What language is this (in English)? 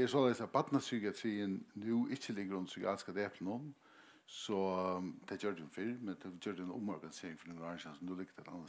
Faroese